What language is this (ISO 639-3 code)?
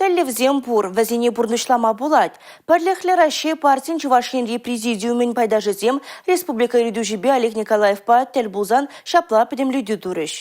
chv